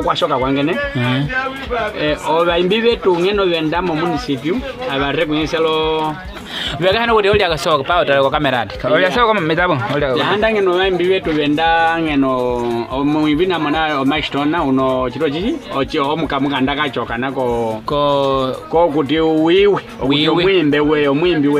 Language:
Nyaneka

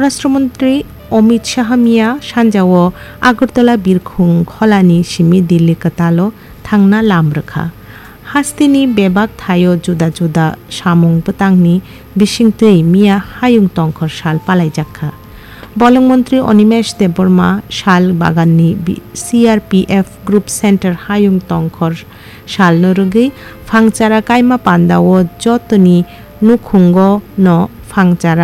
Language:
Kok Borok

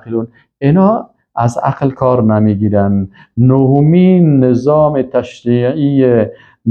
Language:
Persian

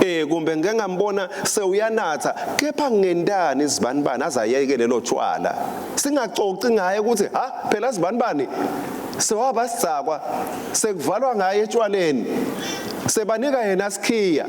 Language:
Swati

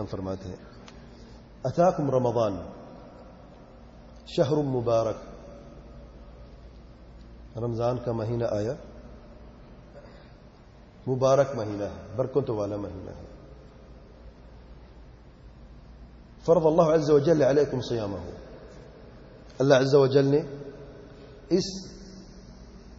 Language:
Urdu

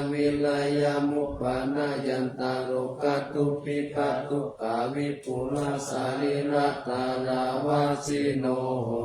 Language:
Pali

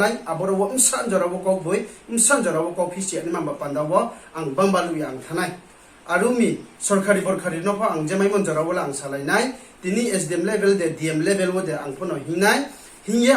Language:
Riang (India)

